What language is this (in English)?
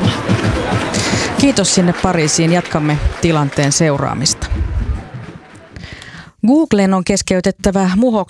Finnish